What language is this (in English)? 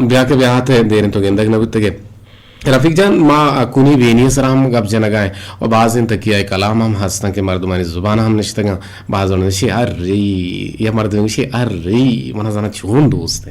Eastern Balochi